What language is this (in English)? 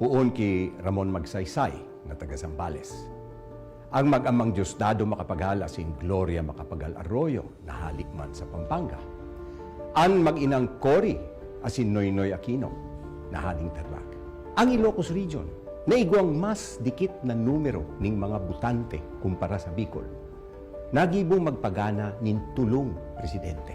Bikol